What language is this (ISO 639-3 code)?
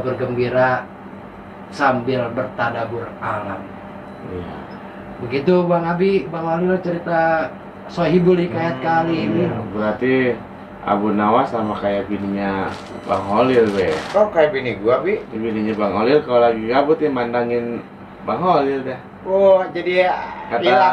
bew